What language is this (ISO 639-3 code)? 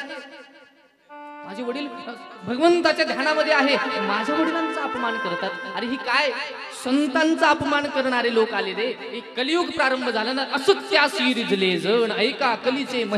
mar